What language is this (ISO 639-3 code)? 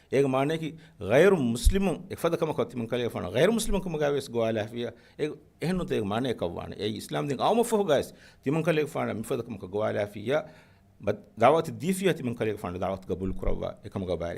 div